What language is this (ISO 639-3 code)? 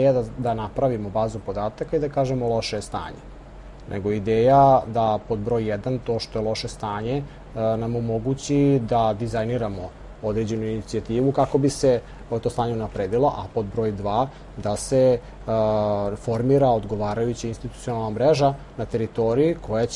srp